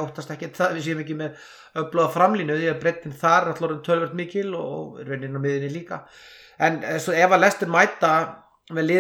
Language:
Icelandic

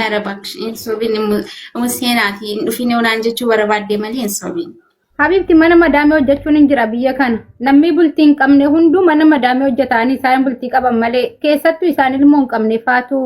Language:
Oromo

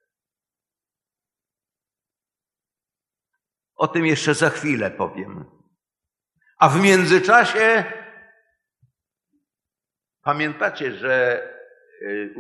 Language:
Polish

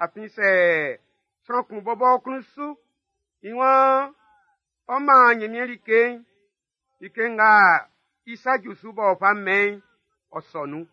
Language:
Baoulé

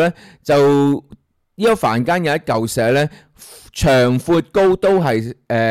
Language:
Cantonese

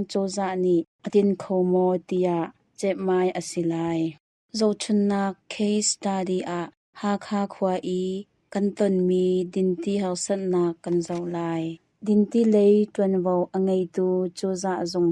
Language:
Hakha Chin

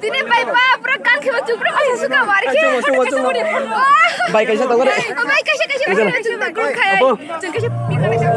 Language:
Kok Borok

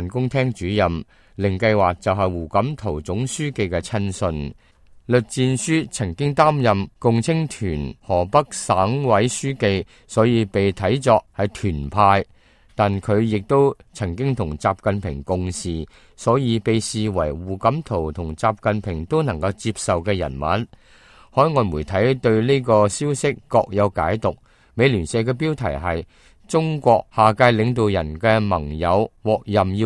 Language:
Cantonese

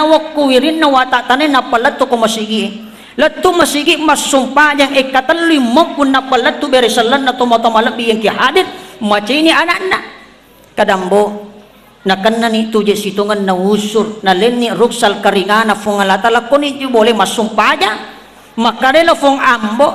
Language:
Buginese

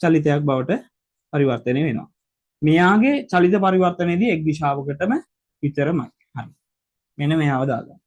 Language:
Sinhala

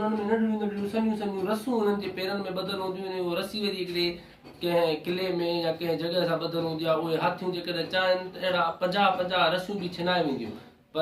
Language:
Sindhi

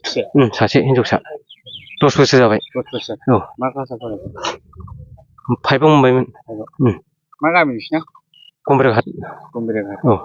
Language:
Bodo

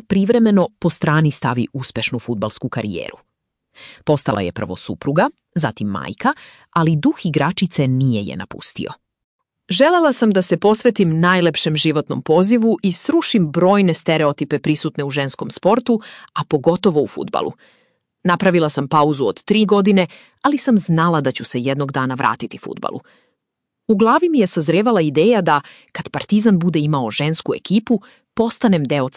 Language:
Serbian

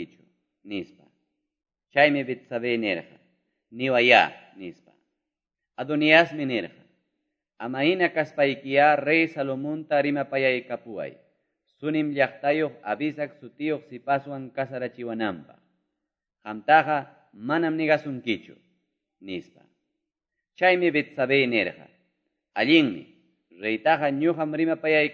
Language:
Quechua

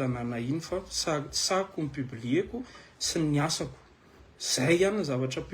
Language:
Malagasy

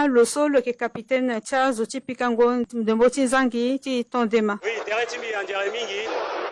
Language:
Sango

